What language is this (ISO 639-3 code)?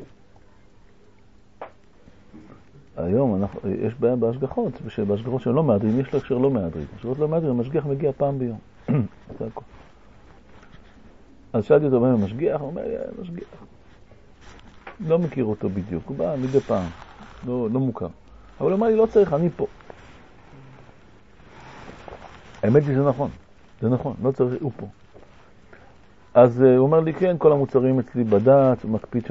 heb